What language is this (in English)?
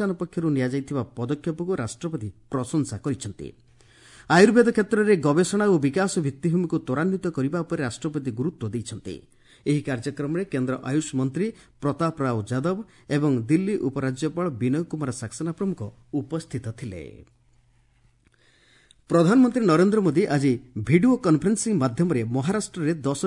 Odia